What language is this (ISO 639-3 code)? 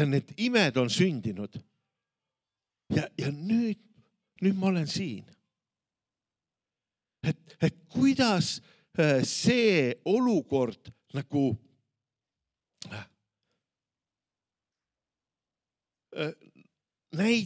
est